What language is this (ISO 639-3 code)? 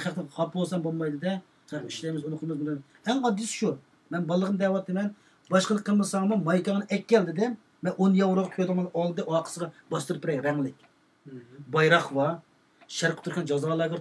uig